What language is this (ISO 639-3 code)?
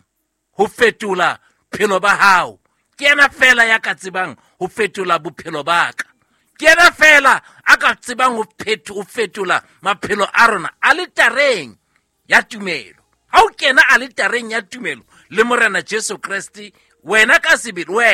sot